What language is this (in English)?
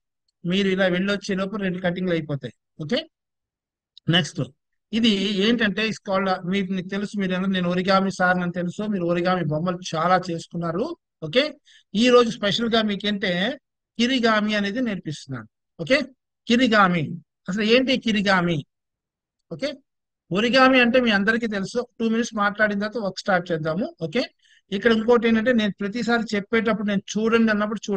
Telugu